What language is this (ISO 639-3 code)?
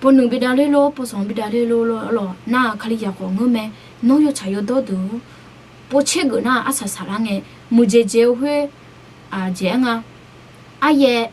ahk